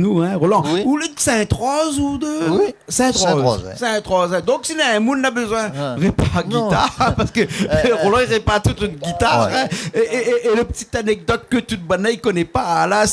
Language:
Réunion Creole French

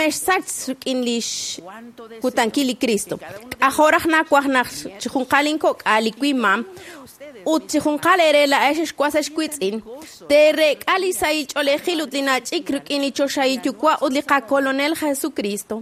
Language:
Kekchí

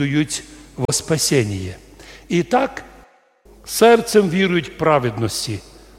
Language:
Rusyn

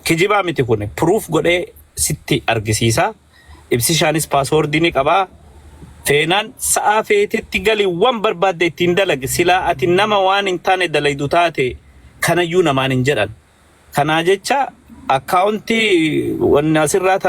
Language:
Oromo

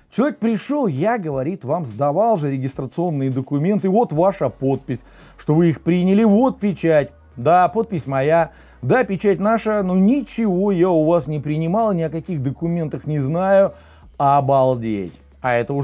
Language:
Russian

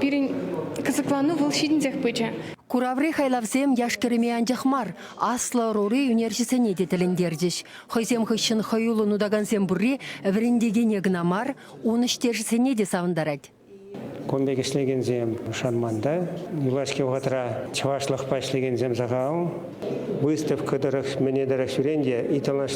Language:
Chuvash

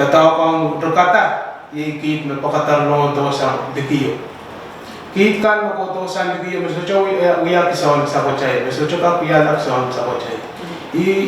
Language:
Pohnpeian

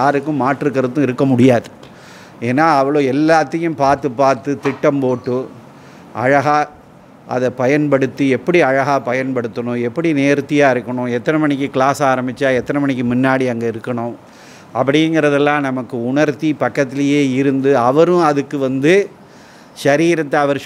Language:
Tamil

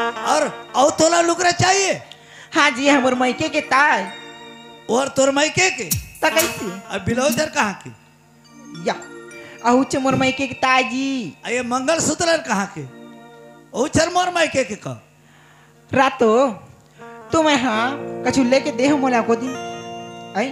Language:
Chhattisgarhi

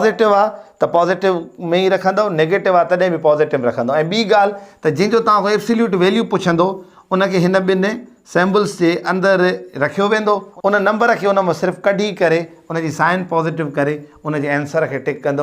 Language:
Sindhi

